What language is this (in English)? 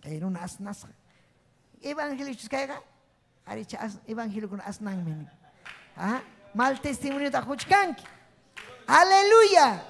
Ayacucho Quechua